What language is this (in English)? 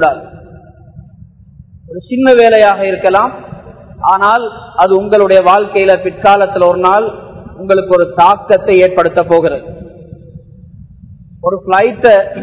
Tamil